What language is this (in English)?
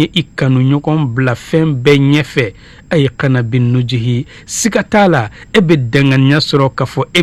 Bambara